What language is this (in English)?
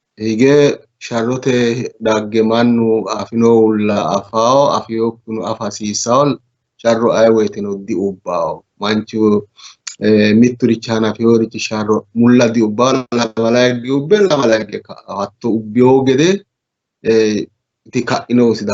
Sidamo